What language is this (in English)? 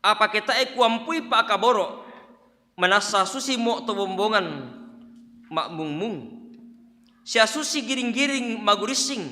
Toraja-Sa'dan